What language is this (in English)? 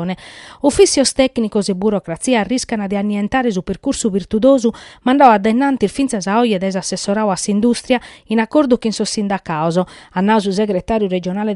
Sardinian